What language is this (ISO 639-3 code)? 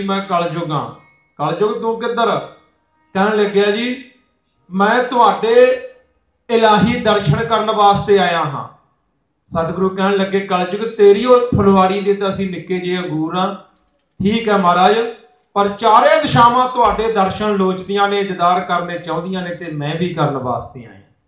pan